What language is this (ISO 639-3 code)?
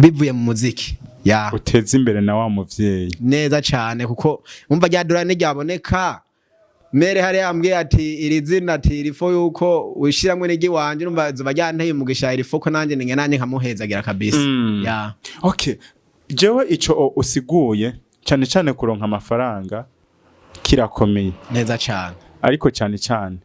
run